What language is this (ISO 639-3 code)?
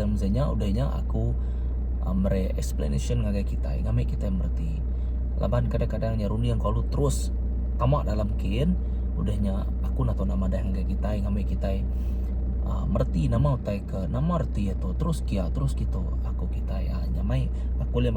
iba